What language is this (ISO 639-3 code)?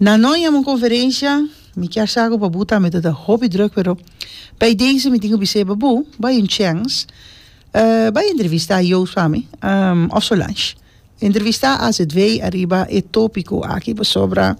pap